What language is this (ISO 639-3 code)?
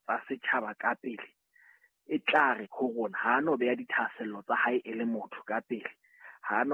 sot